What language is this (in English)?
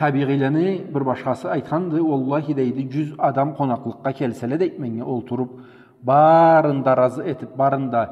Karachay-Balkar